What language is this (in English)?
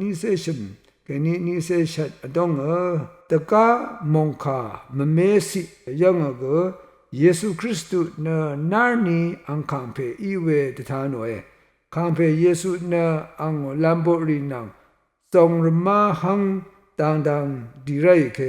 Rawang